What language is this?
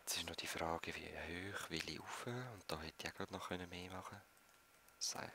Swiss German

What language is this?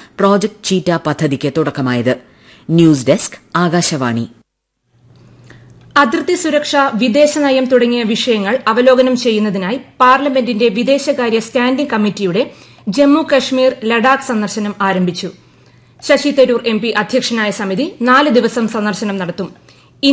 Malayalam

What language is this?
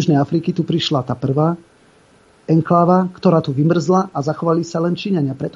Slovak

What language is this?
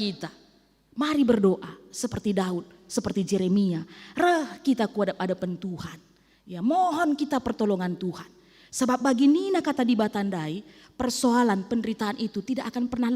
Batak Karo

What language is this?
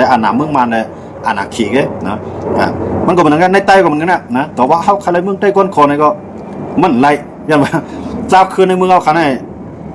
Shan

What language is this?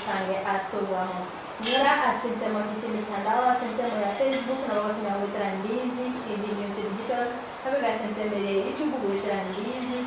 Gusii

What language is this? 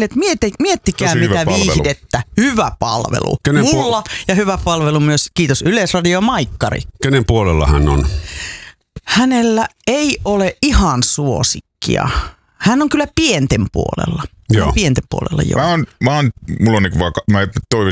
Finnish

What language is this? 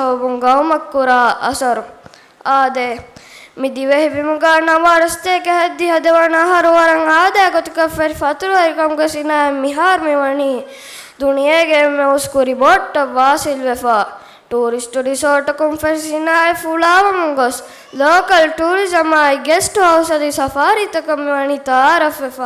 Divehi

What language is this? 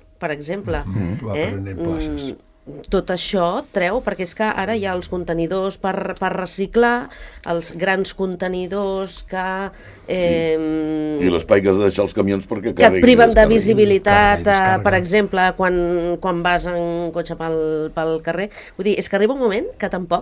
Catalan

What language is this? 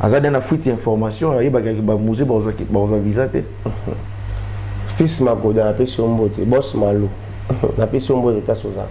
Lingala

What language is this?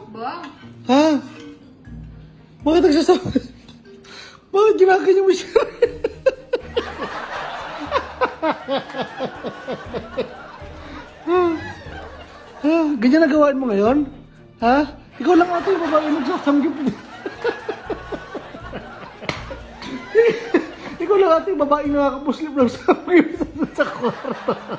Filipino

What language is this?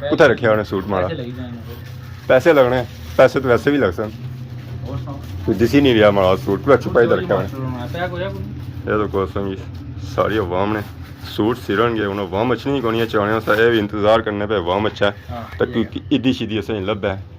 Pahari-Potwari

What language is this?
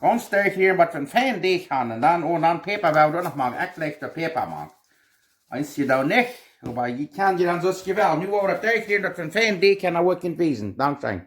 Plautdietsch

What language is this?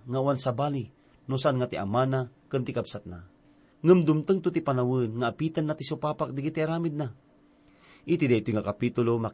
Iloko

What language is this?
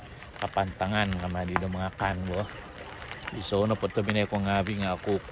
Central Dusun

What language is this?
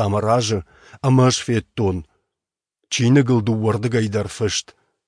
Ossetic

